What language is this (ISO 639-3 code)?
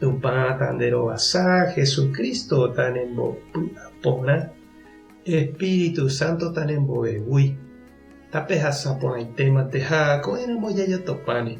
grn